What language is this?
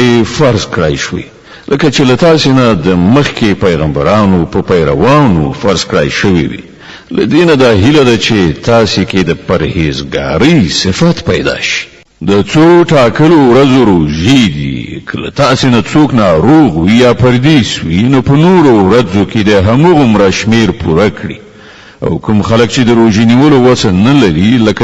Pashto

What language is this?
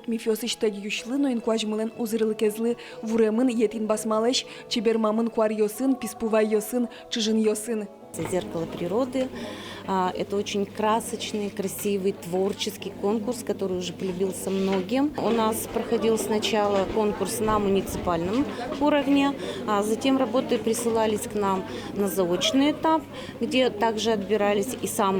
Udmurt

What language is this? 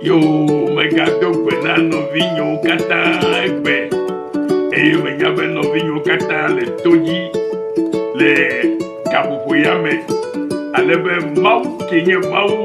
Ewe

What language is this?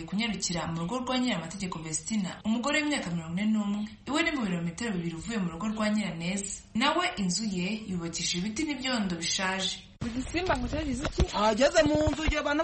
Kinyarwanda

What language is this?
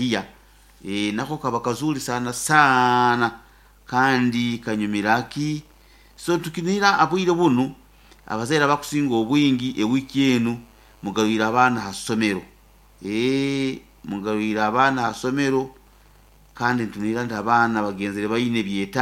Nyoro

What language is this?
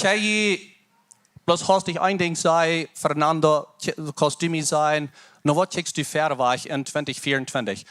Plautdietsch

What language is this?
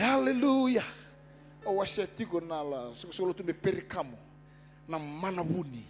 Fijian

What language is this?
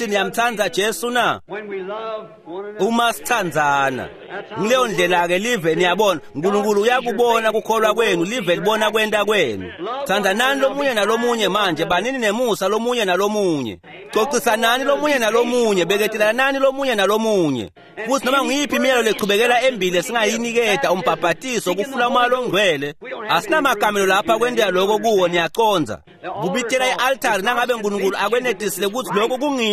Swati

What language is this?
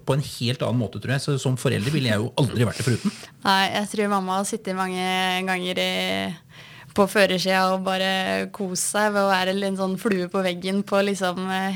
Norwegian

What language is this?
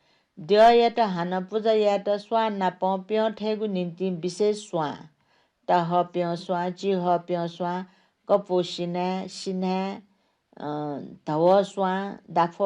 Newari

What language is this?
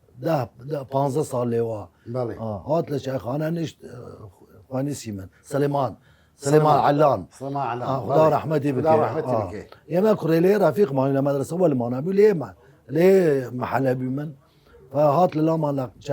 Southern Kurdish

